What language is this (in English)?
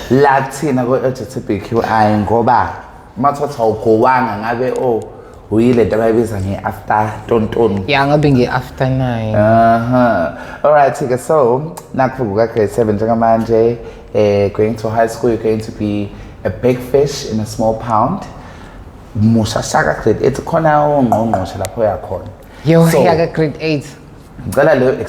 Zulu